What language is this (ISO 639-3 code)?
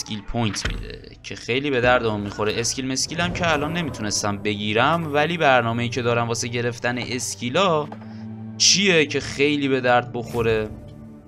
fas